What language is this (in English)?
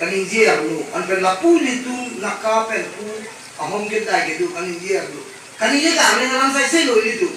Karbi